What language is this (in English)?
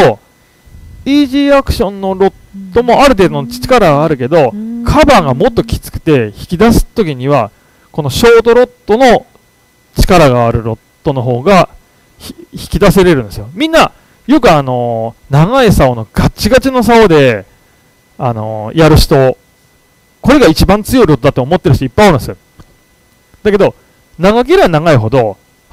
Japanese